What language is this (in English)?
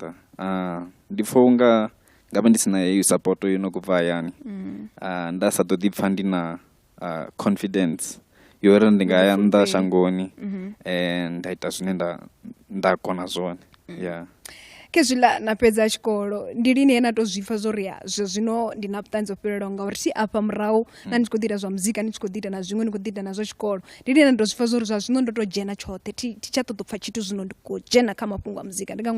Venda